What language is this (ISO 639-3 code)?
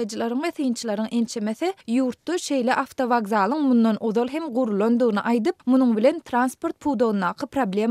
tuk